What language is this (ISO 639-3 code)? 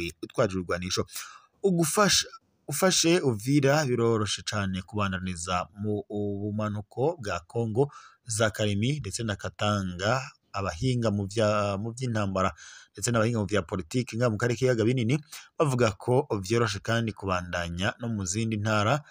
run